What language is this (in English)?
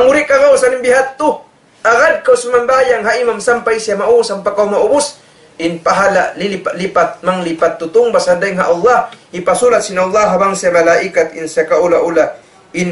Tausug